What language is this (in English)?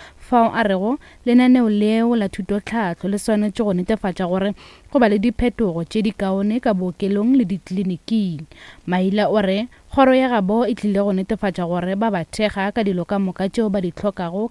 Northern Sotho